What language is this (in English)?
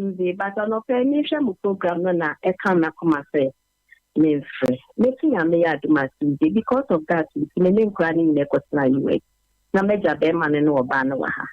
Akan